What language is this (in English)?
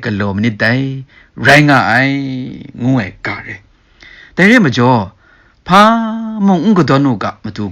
Kachin